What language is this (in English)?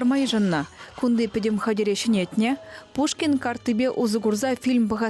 Chuvash